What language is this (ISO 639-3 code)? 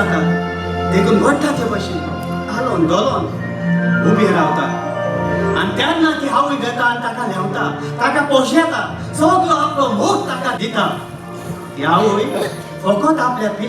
kok